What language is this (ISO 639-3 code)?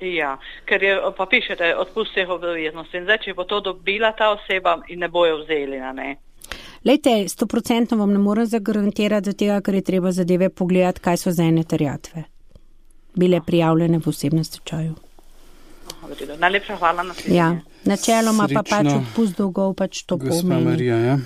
slv